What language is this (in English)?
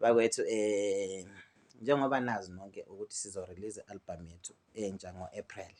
Zulu